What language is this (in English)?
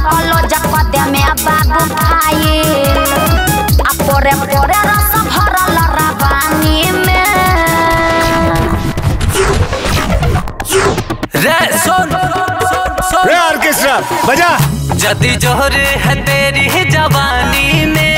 Bhojpuri